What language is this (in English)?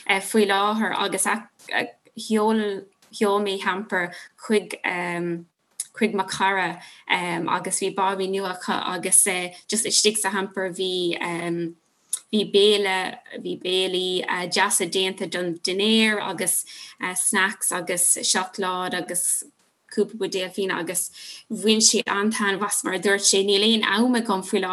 Irish